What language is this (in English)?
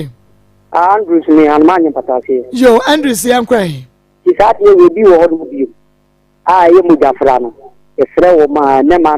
Akan